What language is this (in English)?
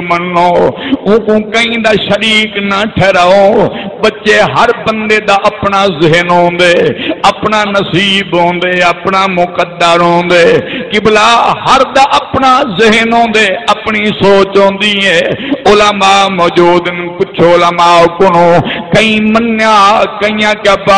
Saraiki